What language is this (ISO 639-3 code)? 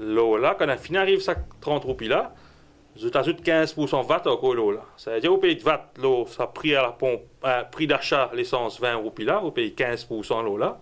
mfe